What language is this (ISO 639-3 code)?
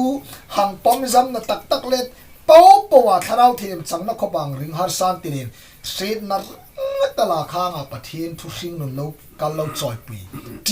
hmr